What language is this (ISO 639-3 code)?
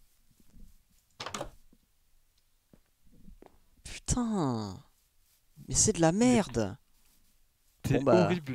fra